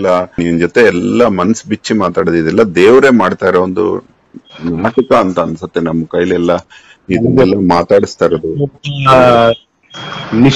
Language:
Kannada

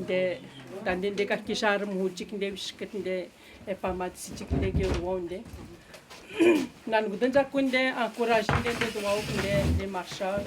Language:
Atikamekw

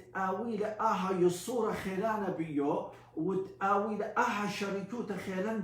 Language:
Assyrian Neo-Aramaic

